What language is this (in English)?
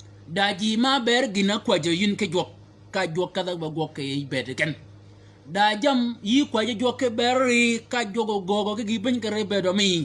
Shilluk